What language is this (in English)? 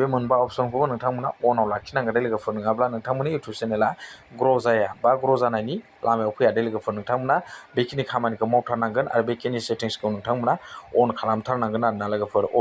Bodo